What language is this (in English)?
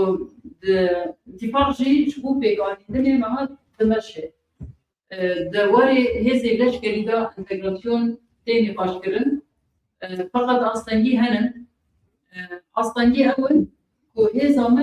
Kurdish